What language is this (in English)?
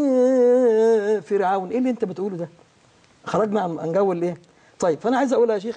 Egyptian Arabic